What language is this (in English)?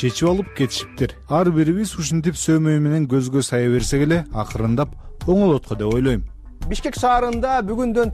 Kyrgyz